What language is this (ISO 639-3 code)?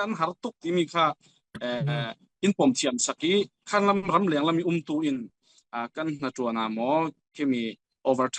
cfm